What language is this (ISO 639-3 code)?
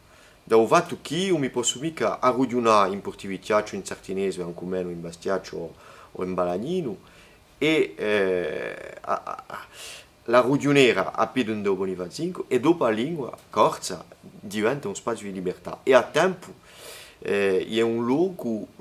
cos